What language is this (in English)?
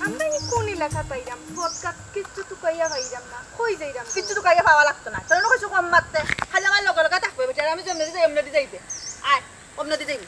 Sylheti